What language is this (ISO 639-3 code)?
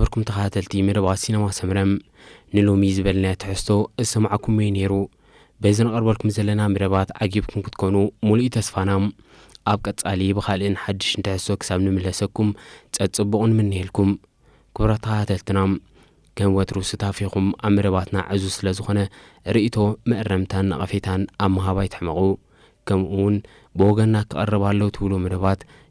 tir